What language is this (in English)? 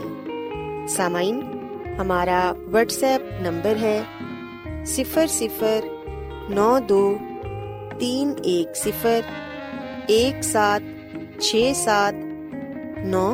Urdu